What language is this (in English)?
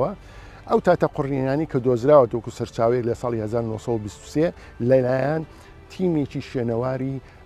Central Kurdish